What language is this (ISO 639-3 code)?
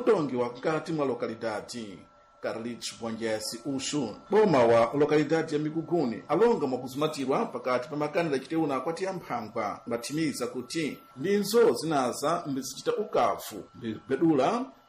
seh